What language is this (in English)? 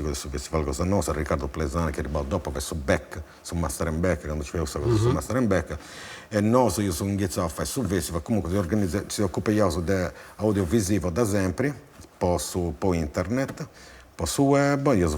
Sardinian